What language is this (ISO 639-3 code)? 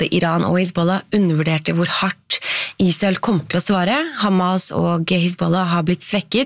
nor